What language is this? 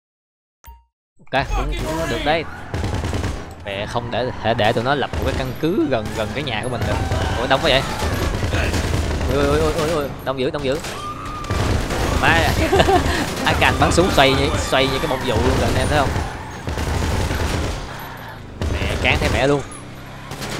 Vietnamese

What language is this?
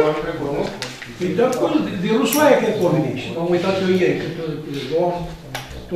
Romanian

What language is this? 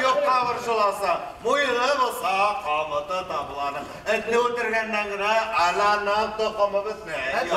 Tatar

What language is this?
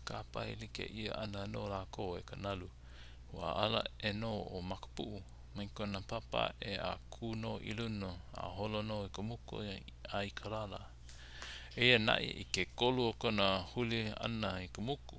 Hawaiian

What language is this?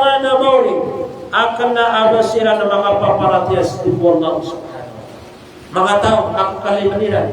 Maranao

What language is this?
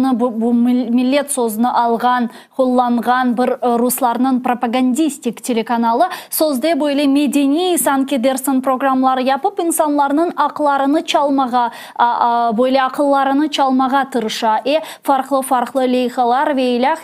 Crimean Tatar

